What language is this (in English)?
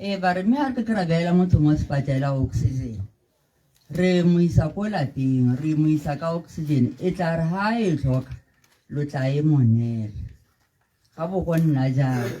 Tswana